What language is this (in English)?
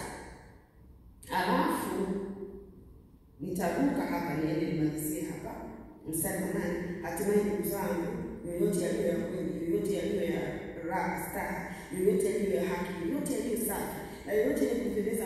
Swahili